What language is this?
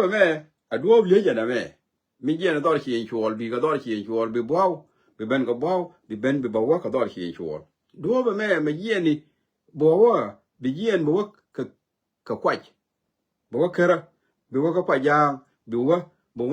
Nuer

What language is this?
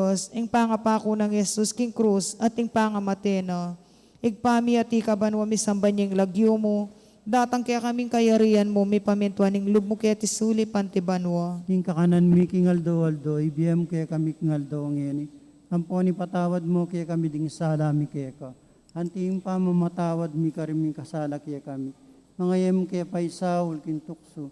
Pampanga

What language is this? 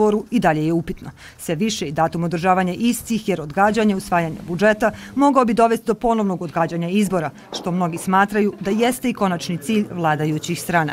Bosnian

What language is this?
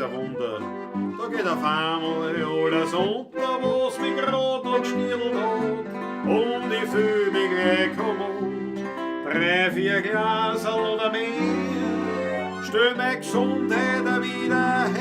Bavarian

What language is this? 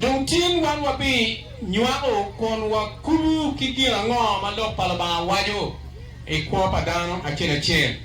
Acoli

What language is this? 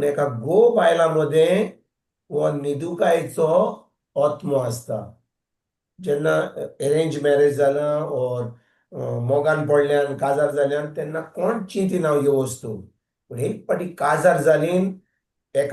Konkani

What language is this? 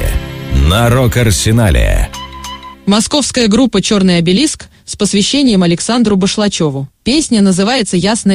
Russian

